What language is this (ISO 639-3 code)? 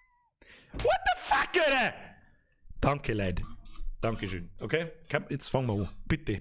bar